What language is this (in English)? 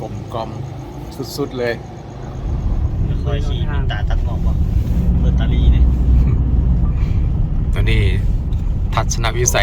Lao